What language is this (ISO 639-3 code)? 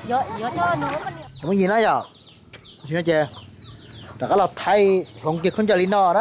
hmn